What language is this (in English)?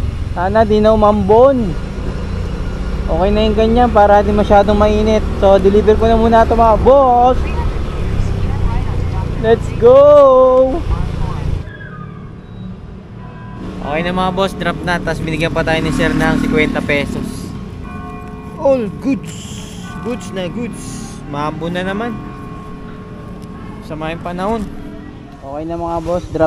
Filipino